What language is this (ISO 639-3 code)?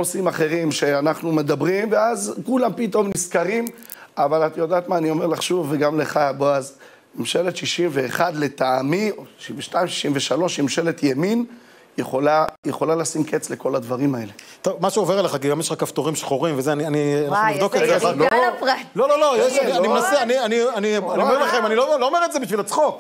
heb